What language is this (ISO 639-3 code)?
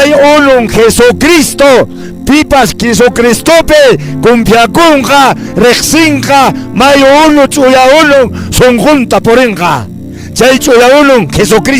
que